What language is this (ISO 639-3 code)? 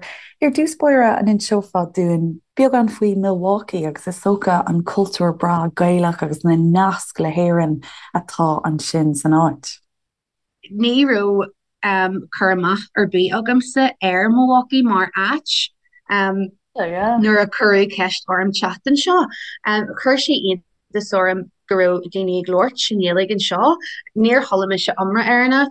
gle